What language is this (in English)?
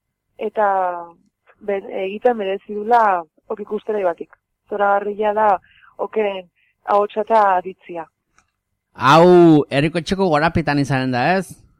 Basque